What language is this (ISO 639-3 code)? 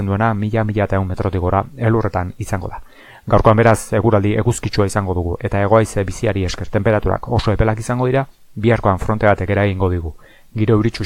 eus